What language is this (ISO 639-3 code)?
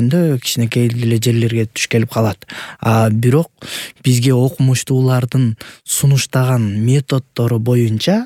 kir